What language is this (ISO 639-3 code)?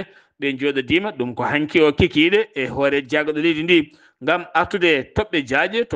ful